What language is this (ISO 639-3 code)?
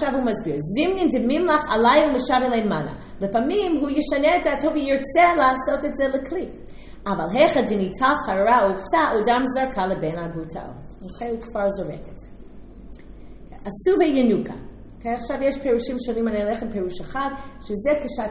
heb